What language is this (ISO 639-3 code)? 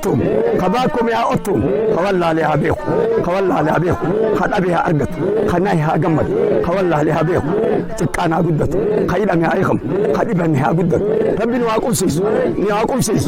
orm